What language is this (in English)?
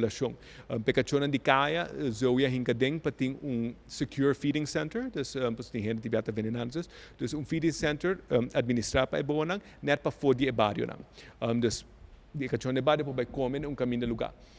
Papiamento